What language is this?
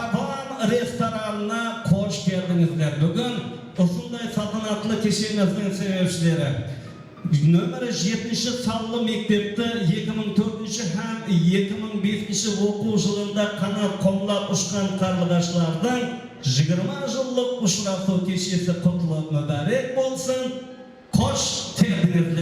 Kara-Kalpak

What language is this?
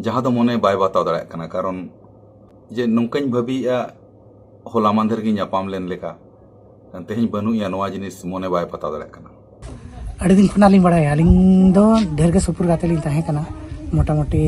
Santali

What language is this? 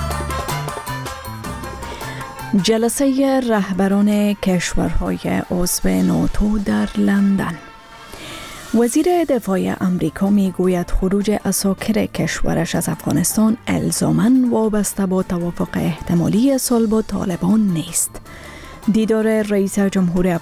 Persian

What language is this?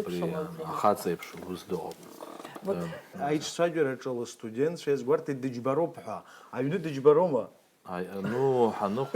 Abkhazian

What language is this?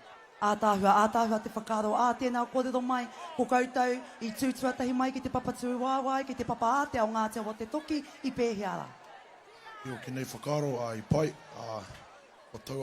Māori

